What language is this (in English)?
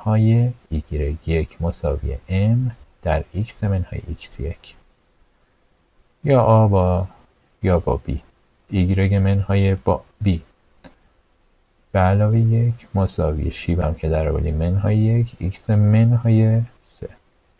Persian